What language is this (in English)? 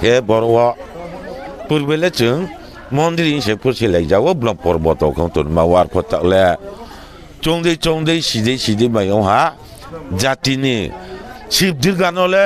Riang (India)